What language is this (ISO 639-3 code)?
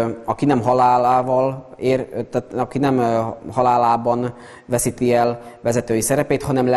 hun